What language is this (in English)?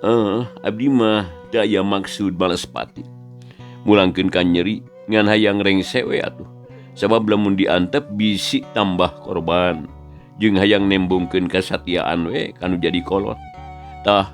Sundanese